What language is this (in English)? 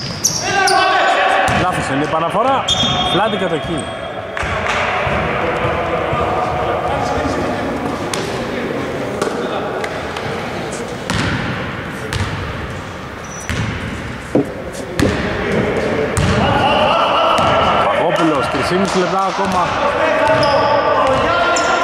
Greek